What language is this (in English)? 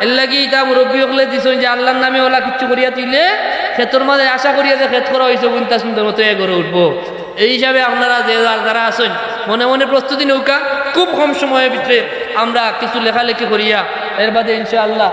Sylheti